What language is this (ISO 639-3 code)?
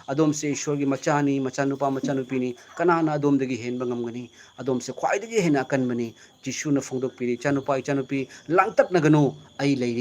mni